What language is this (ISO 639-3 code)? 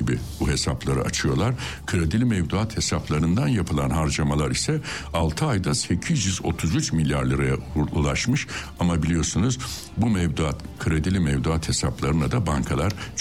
tur